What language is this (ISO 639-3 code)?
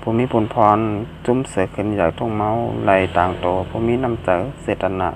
shn